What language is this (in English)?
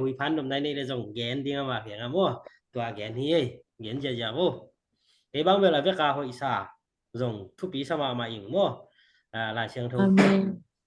Tedim Chin